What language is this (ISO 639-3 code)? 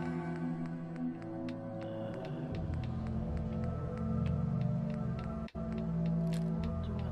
eng